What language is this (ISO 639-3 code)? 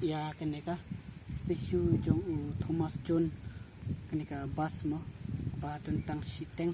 kha